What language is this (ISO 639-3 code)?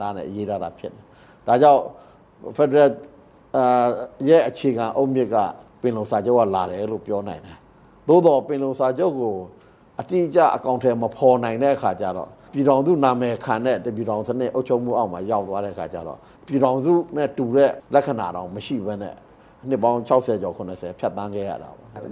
mya